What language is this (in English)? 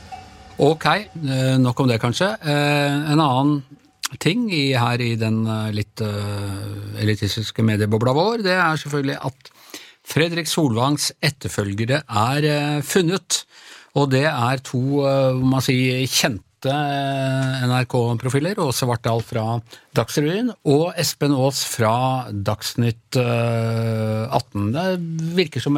Norwegian